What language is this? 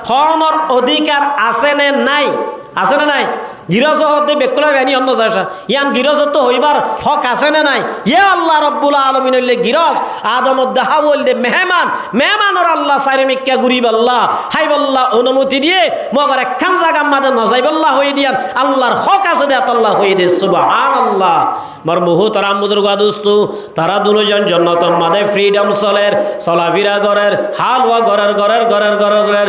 Rohingya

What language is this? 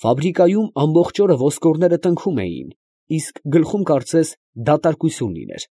Armenian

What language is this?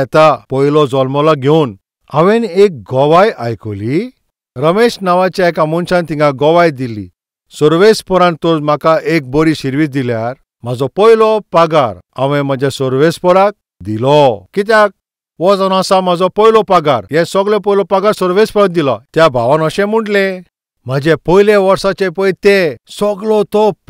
Konkani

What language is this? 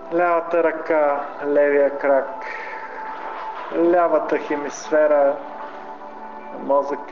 Bulgarian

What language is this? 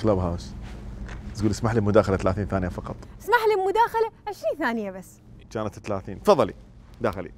Mesopotamian Arabic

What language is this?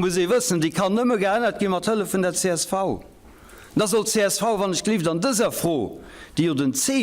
Luxembourgish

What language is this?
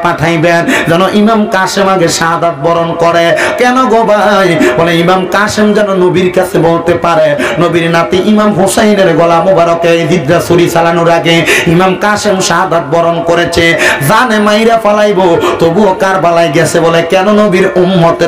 Bangla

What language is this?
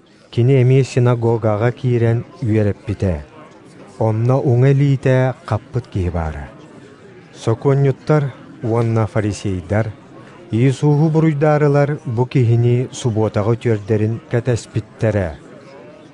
Yakut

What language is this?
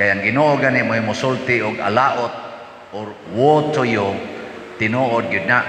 Cebuano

